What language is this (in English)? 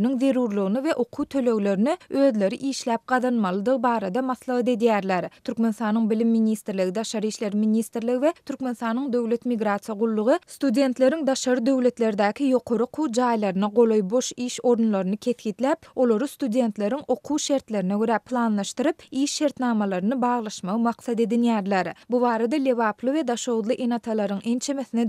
Turkmen